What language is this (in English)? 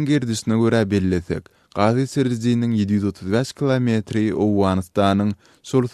Turkmen